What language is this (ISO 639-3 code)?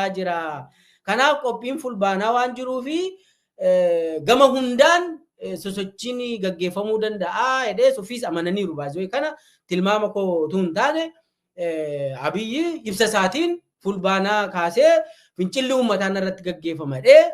orm